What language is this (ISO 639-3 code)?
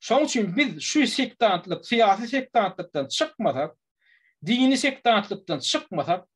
tuk